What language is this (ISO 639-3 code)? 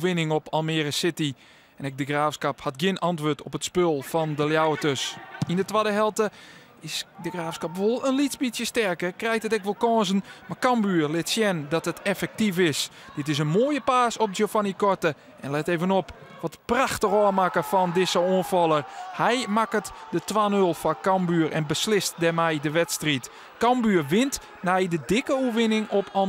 fry